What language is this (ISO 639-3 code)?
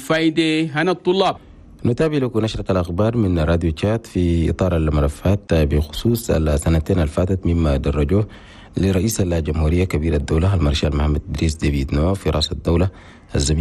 shu